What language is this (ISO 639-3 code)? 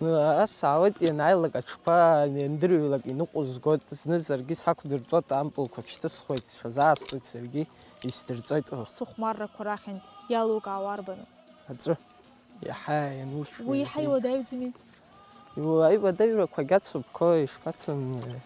abk